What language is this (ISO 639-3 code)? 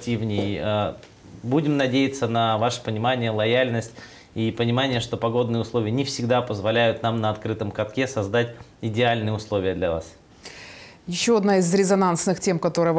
rus